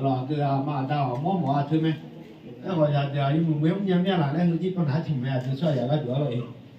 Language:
Akha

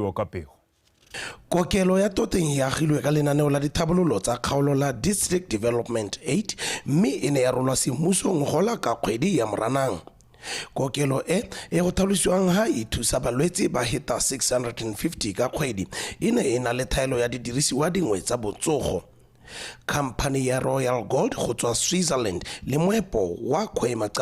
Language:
Tswana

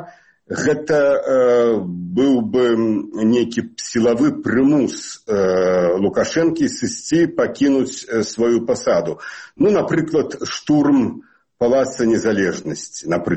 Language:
Belarusian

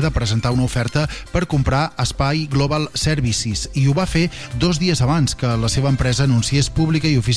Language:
Catalan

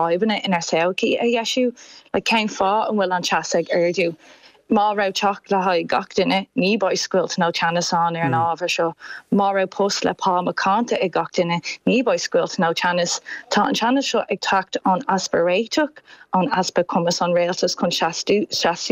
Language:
Irish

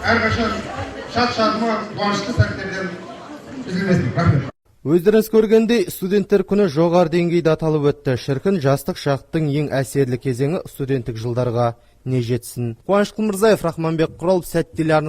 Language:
Kazakh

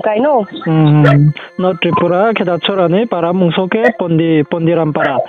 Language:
Riang (India)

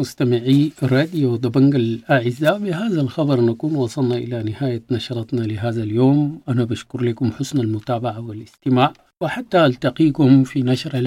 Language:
Sudanese Arabic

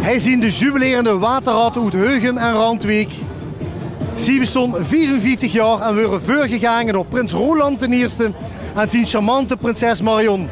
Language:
Limburgish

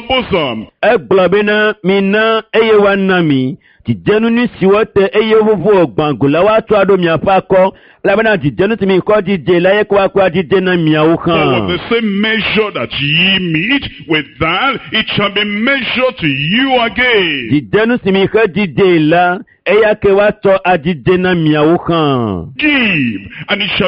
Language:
Ewe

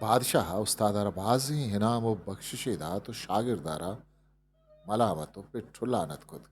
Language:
Eastern Balochi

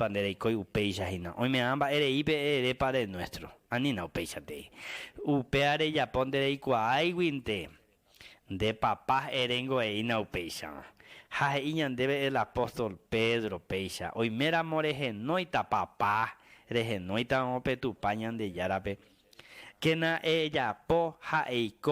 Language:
Guarani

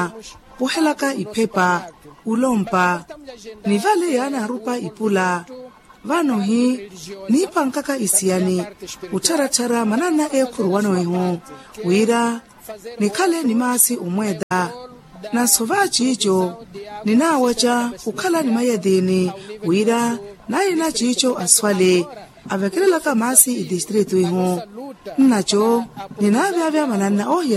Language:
Makhuwa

